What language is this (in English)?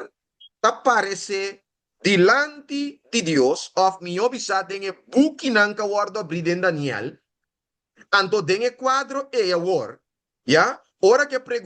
Papiamento